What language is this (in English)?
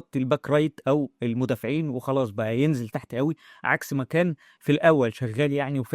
Egyptian Arabic